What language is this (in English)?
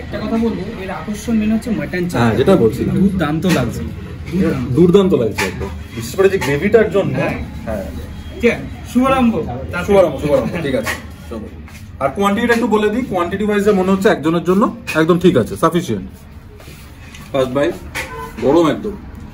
Bangla